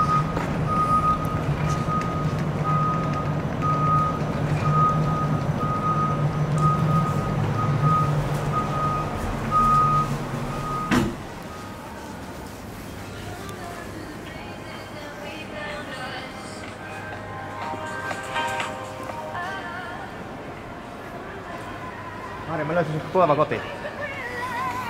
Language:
Finnish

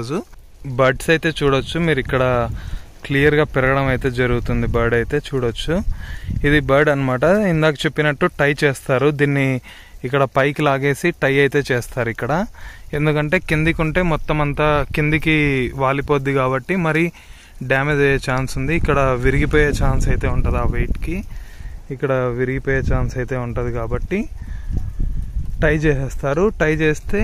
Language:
Telugu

